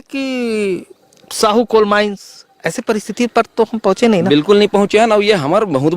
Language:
Chhattisgarhi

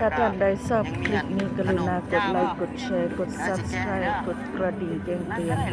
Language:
Lao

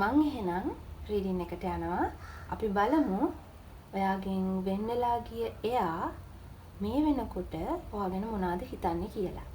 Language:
Sinhala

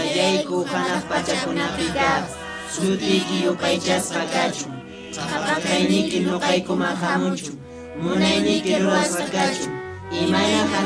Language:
Quechua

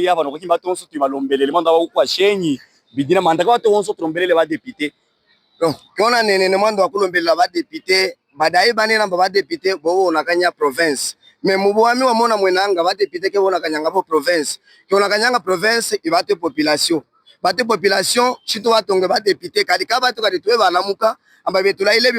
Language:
Luba-Katanga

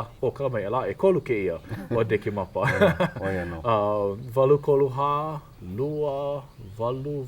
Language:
Hawaiian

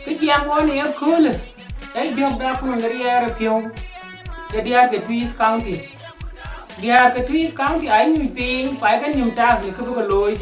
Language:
Dinka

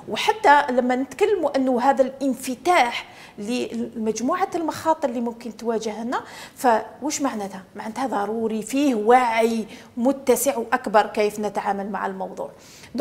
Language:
Algerian Arabic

